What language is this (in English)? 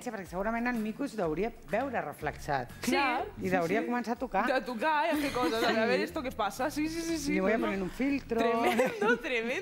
Catalan